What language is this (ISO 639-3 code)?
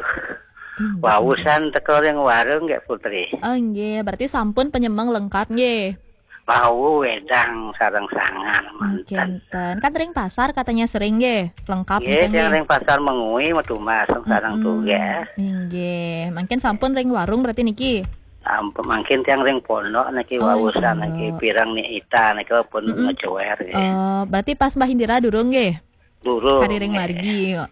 ban